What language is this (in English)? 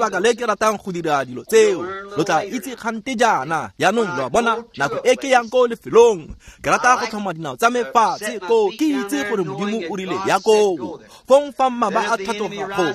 Tswana